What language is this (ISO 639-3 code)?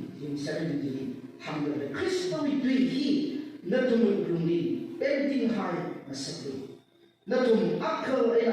nmf